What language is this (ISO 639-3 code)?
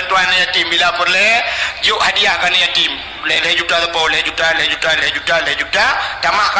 ace